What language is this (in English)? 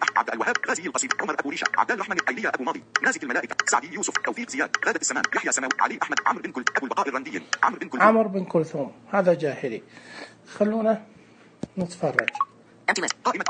Najdi Arabic